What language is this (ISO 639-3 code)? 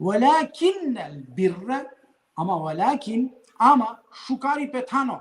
rmn